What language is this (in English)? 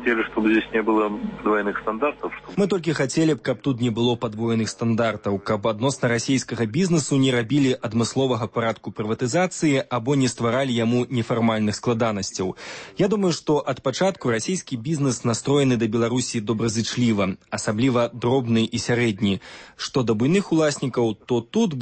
Belarusian